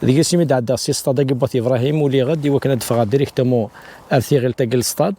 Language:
Kabyle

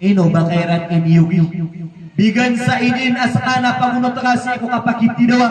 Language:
Maranao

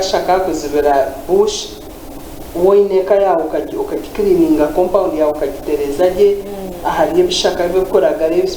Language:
Nyankole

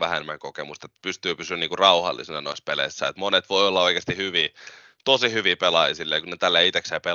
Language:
Finnish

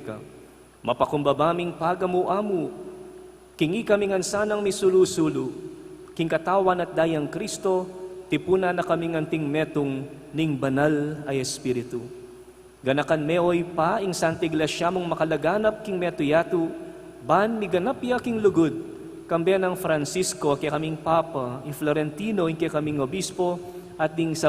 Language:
Pampanga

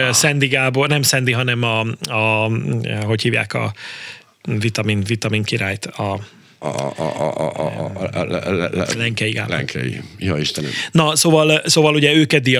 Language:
Hungarian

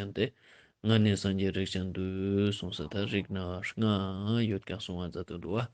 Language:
Ladakhi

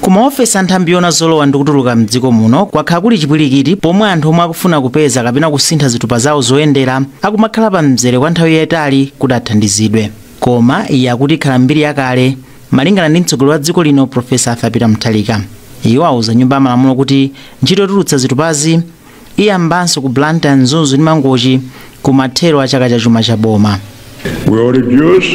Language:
Nyanja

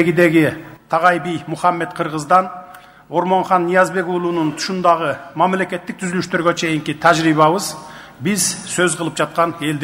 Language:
Kyrgyz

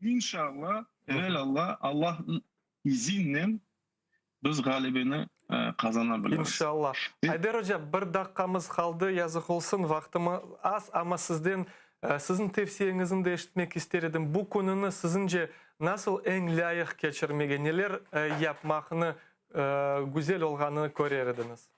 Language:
Crimean Tatar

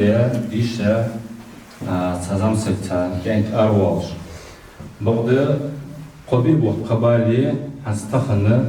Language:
Ingush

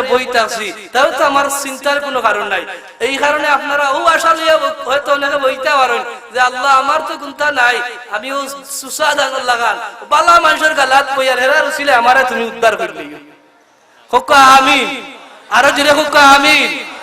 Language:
Sylheti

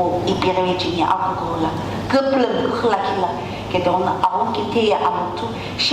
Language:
Sumi Naga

